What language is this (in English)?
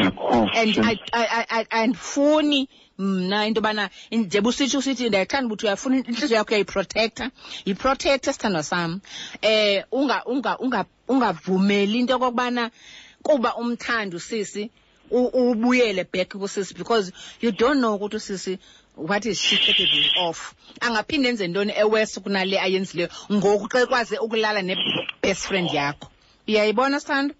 Xhosa